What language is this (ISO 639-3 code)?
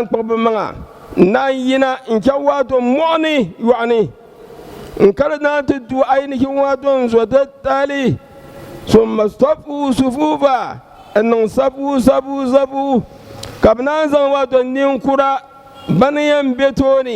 dag